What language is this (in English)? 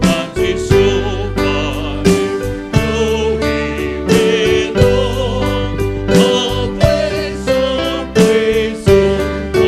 Poumei Naga